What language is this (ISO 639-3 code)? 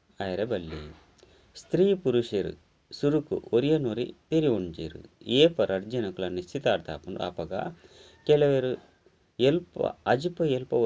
tcy